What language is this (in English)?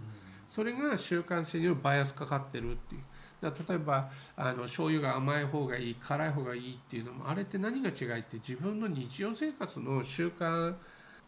Japanese